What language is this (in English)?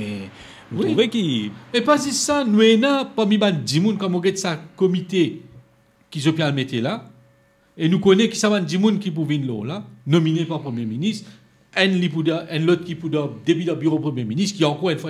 Morisyen